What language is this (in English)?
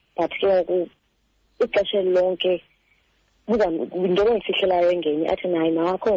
Xhosa